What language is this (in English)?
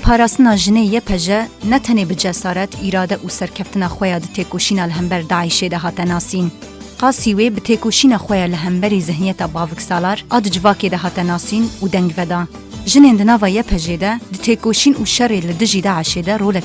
Kurdish